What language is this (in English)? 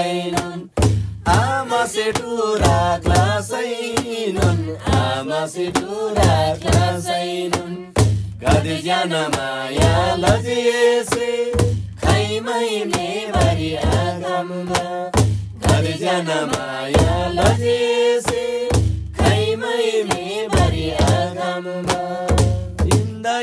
Eastern Tamang